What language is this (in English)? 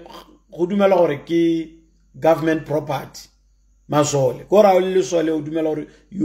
Tswana